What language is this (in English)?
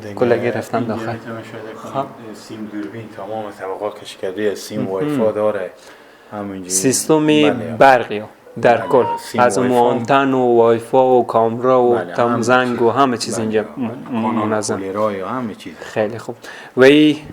Persian